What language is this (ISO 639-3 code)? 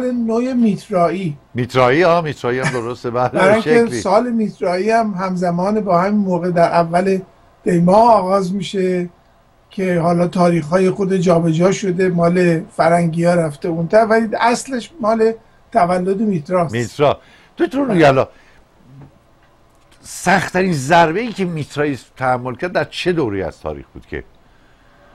fas